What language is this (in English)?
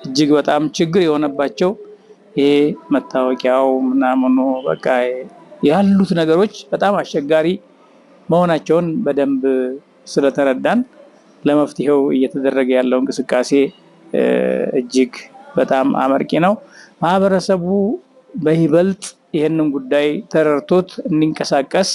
Amharic